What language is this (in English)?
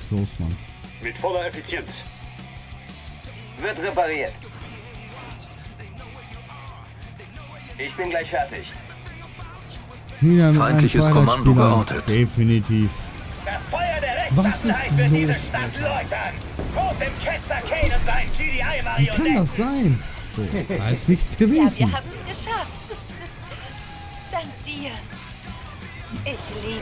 German